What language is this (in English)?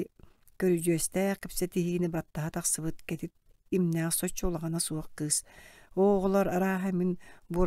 Yakut